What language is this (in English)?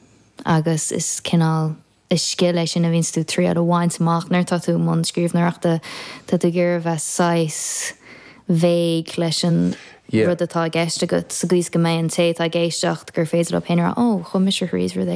Irish